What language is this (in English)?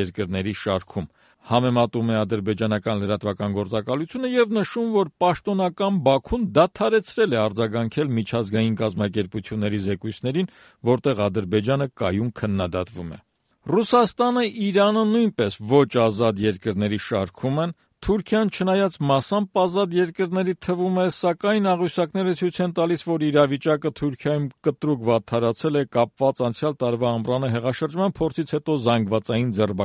Armenian